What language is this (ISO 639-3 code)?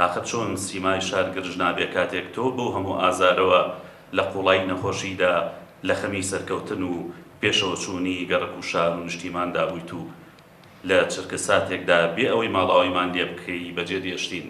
ckb